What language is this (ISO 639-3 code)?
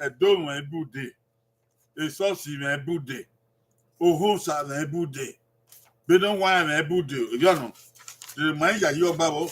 bin